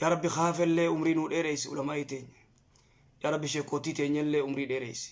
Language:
Oromo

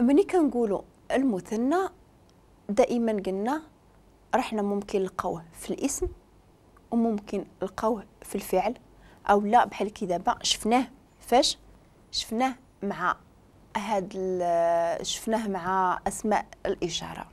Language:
Moroccan Arabic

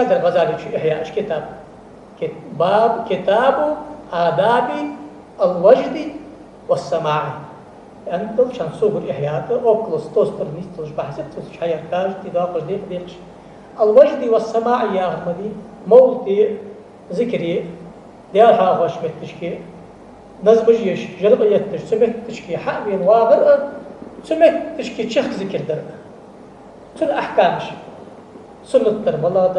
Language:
Ingush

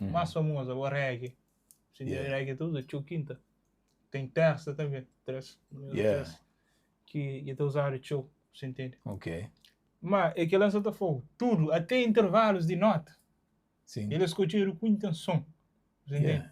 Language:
Kabuverdianu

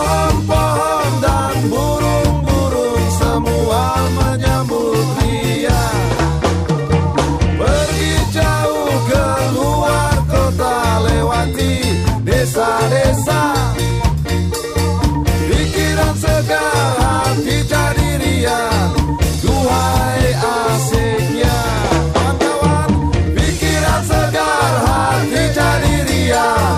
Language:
Indonesian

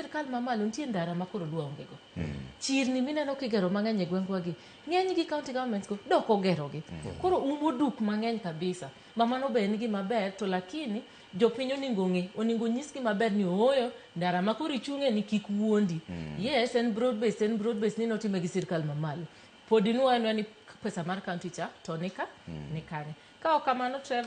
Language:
Luo (Kenya and Tanzania)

